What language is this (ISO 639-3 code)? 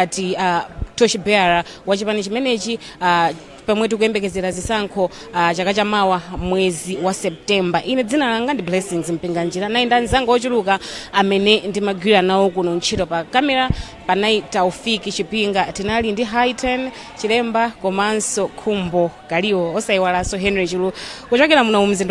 nya